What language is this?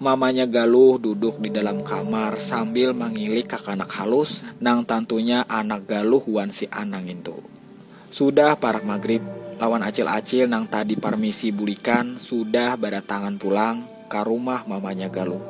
Banjar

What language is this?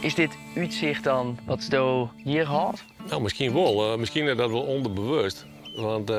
Western Frisian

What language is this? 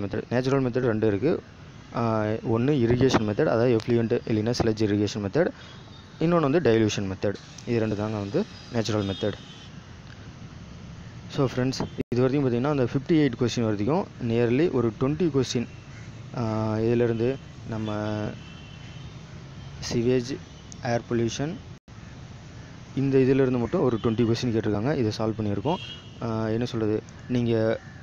Tamil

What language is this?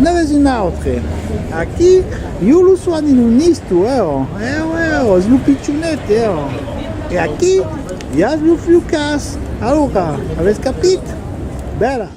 Occitan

